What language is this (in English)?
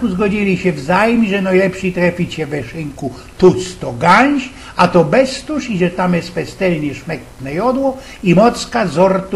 Silesian